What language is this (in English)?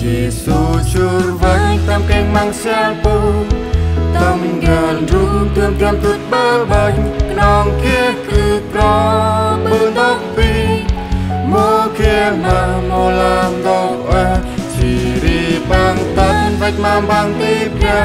Central Mnong